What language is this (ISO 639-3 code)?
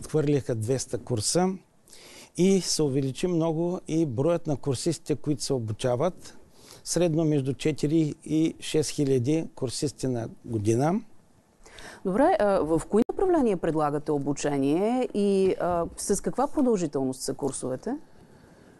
bul